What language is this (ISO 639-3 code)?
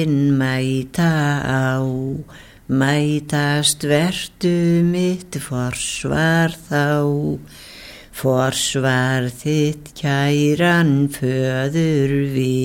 isl